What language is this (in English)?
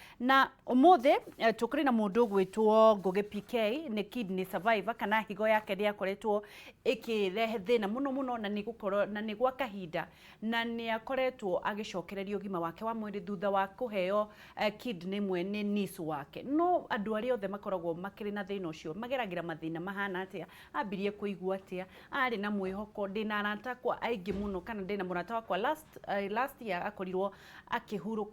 Kikuyu